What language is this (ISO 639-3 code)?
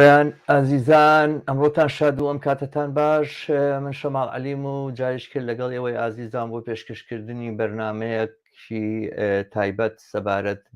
ckb